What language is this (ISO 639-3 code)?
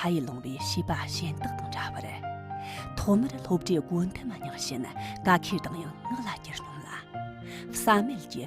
bod